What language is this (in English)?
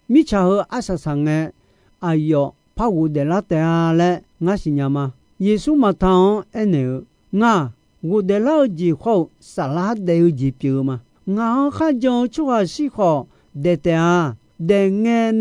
Akha